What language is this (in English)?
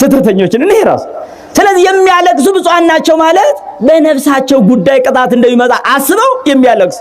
Amharic